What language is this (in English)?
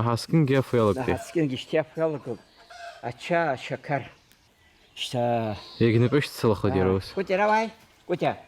Abkhazian